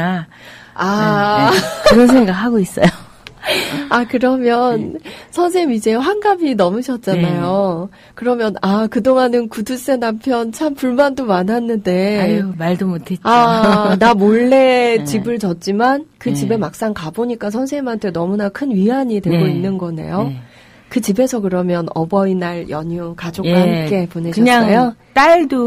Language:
Korean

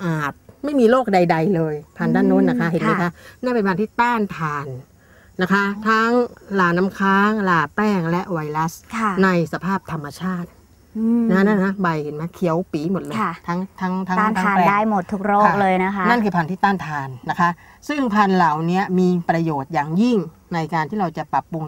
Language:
Thai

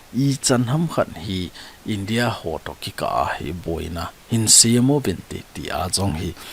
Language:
Thado Chin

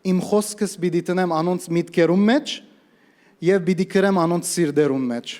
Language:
Western Armenian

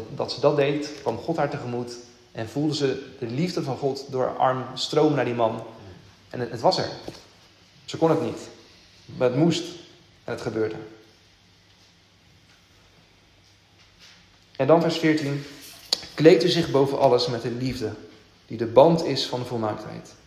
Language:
Dutch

